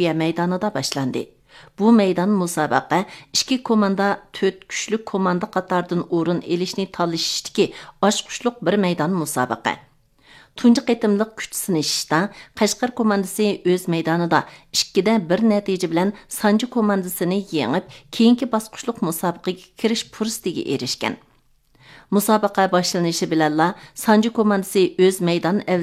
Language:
Uyghur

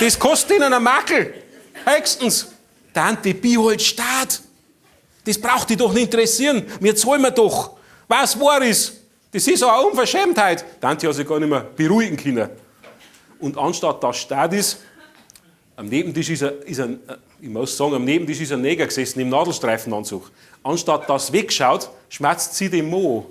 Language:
Bavarian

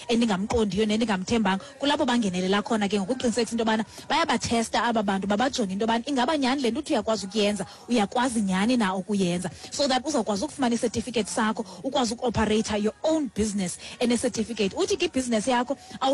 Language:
Xhosa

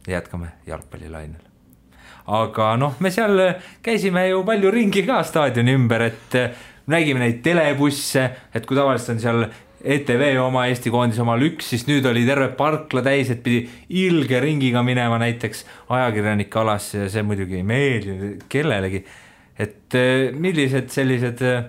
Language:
Estonian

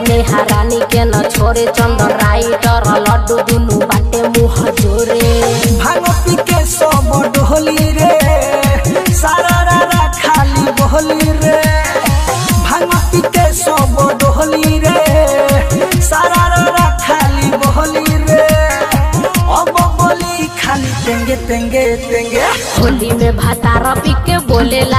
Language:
Bhojpuri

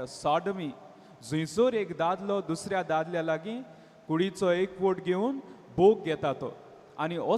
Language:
Konkani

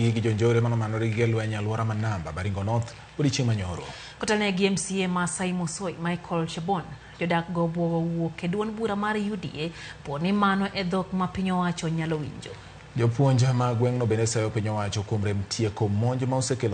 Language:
Luo (Kenya and Tanzania)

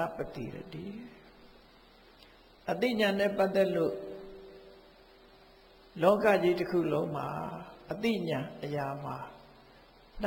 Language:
Burmese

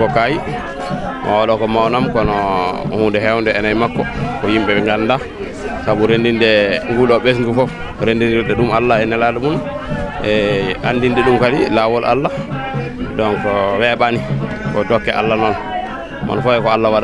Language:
Fula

